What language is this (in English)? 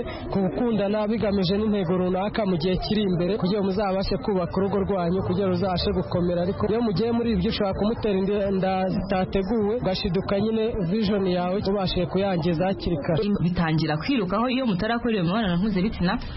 Kinyarwanda